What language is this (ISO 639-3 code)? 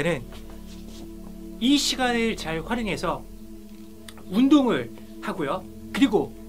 kor